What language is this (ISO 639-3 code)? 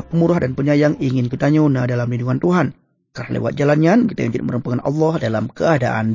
ace